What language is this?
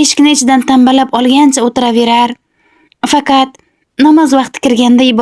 Uzbek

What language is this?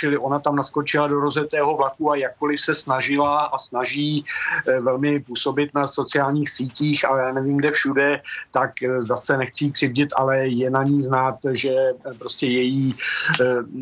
Czech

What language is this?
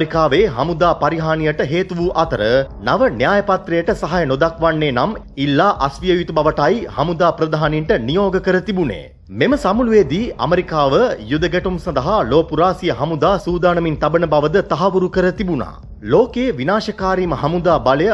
Sinhala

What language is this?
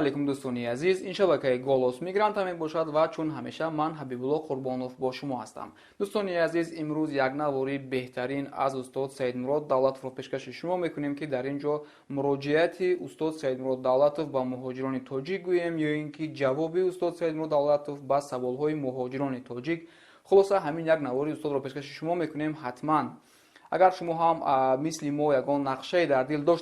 Tajik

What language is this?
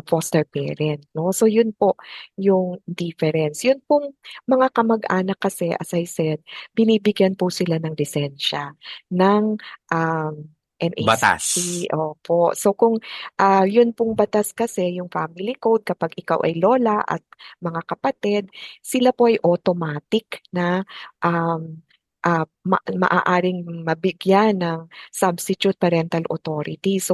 Filipino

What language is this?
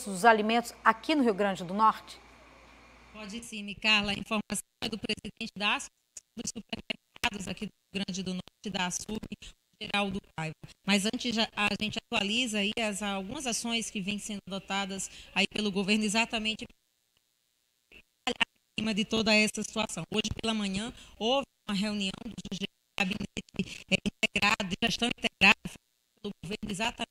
Portuguese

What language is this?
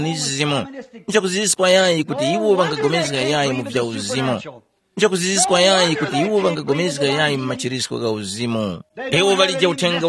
Tumbuka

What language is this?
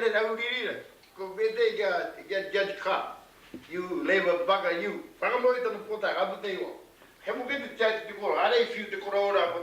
Māori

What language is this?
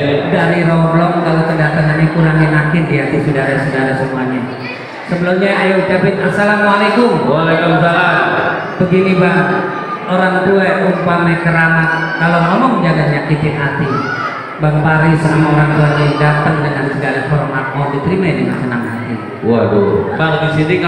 Betawi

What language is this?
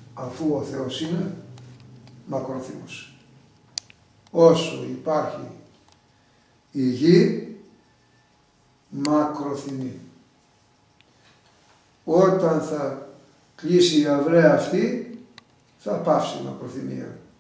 Greek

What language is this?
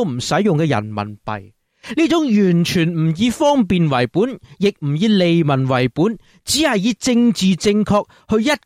Cantonese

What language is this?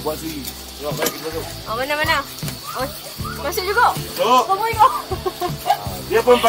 Malay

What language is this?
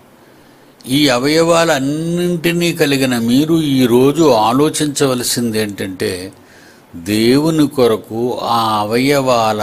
Telugu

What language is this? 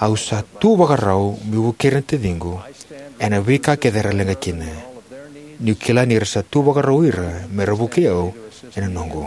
Fijian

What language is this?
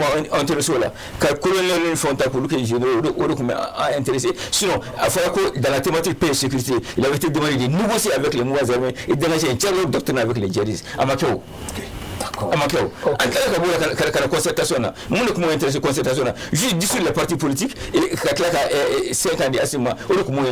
Bambara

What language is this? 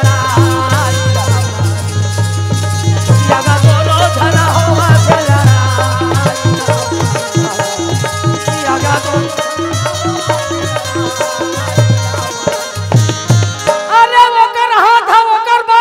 Chhattisgarhi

